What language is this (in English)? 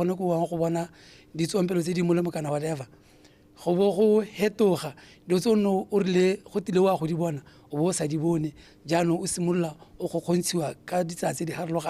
Tswana